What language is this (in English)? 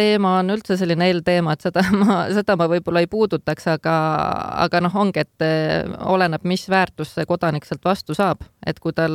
Estonian